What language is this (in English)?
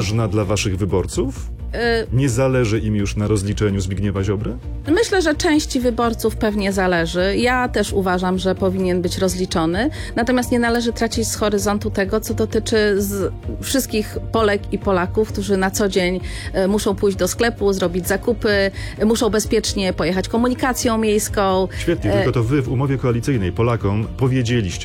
Polish